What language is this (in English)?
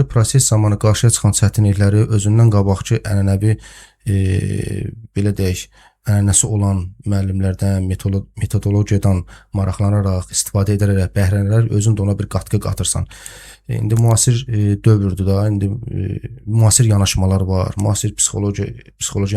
Azerbaijani